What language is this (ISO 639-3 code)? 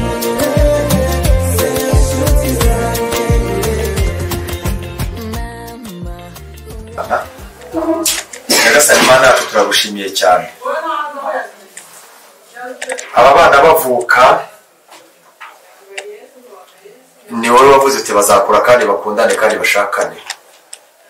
kin